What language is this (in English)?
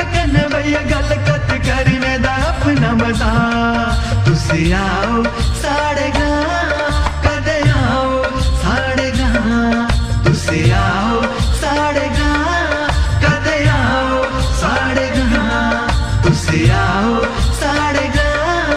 Dogri